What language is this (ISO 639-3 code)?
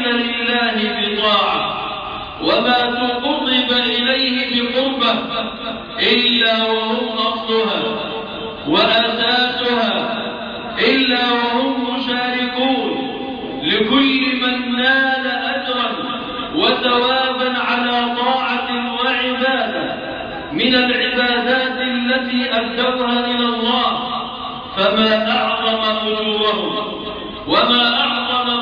ara